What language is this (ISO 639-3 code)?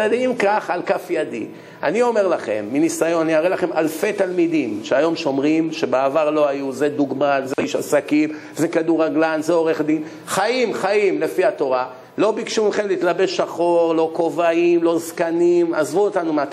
heb